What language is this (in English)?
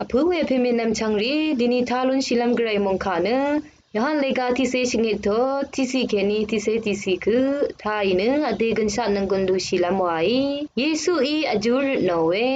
Rawang